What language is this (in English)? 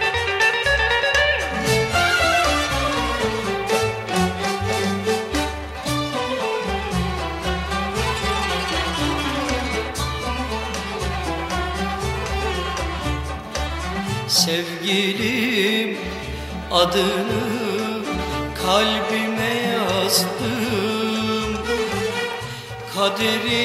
Turkish